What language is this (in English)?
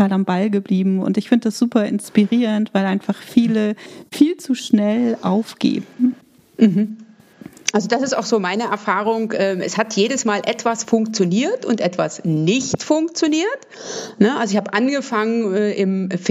German